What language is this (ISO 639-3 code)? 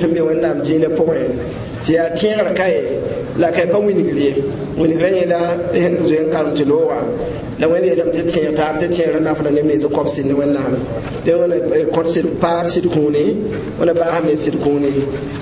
mos